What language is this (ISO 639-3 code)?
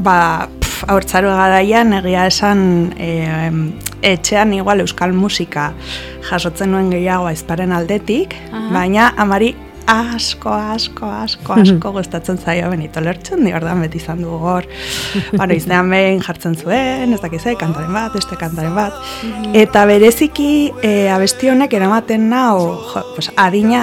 eus